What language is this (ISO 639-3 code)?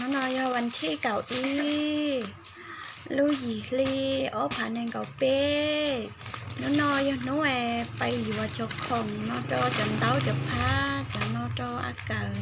hmn